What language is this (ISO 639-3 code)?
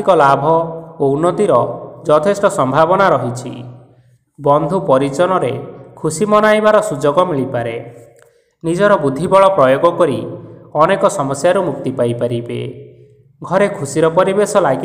ori